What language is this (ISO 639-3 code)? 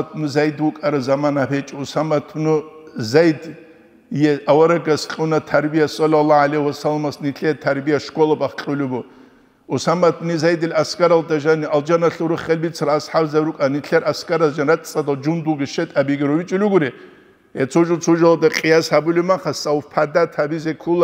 ava